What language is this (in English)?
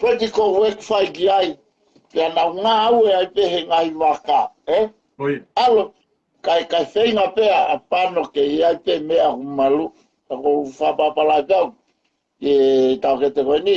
Tongan